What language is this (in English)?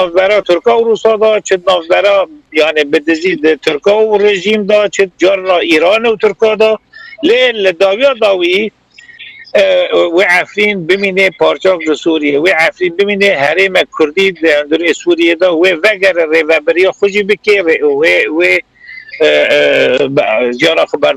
Kurdish